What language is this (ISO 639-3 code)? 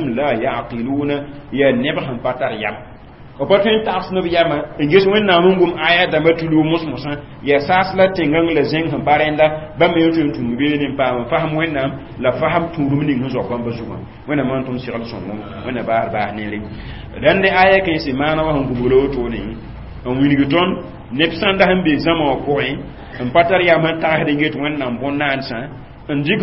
mos